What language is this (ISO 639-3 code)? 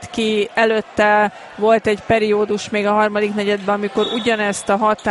hun